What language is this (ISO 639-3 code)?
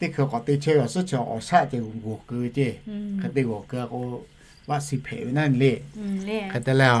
lhu